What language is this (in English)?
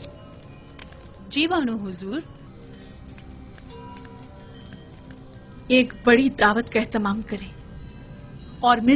Urdu